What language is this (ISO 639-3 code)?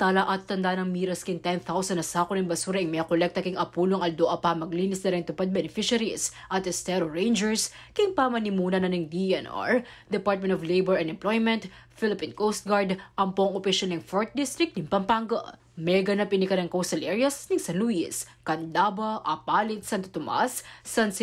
pam